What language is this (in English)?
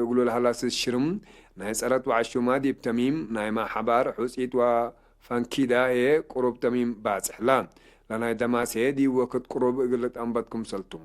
Tigre